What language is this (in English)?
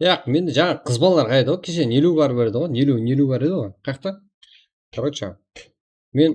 Kara-Kalpak